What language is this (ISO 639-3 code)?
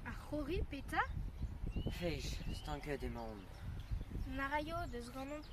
bre